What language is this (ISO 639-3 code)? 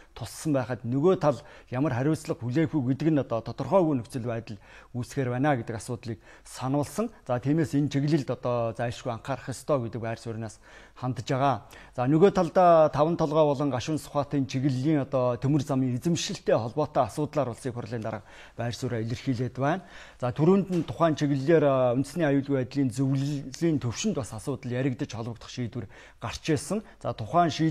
mon